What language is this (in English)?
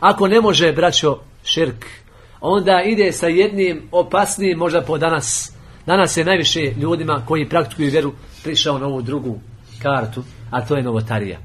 Bosnian